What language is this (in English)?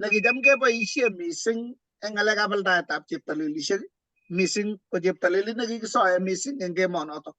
Kalenjin